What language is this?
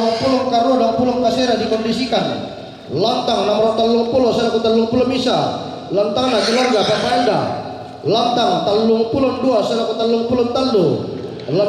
Toraja-Sa'dan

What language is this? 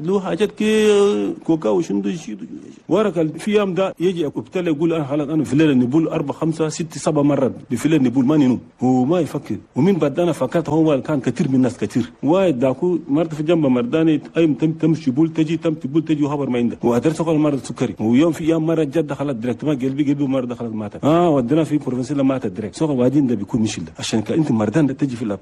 Chadian Arabic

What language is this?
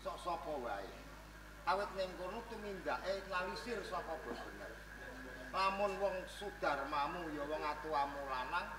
Javanese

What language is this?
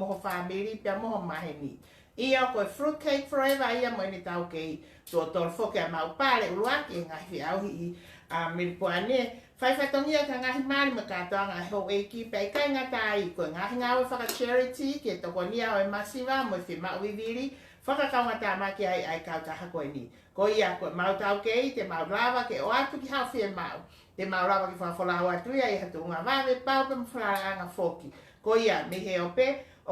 Tongan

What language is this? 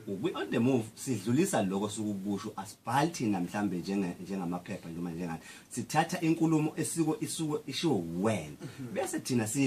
Zulu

